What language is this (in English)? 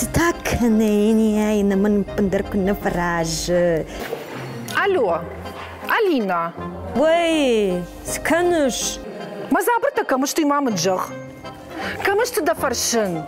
Ossetic